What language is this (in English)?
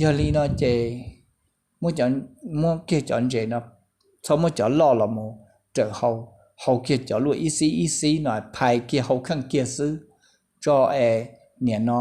Hmong